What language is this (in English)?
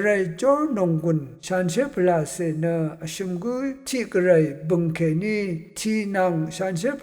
Rawang